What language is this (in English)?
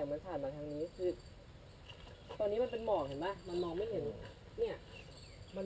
Thai